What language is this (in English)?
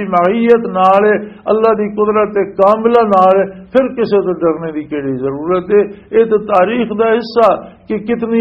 Western Panjabi